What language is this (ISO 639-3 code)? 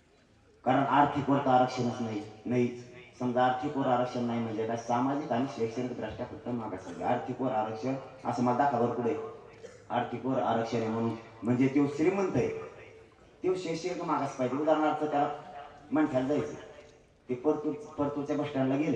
mar